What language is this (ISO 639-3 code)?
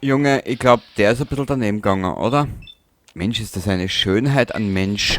bar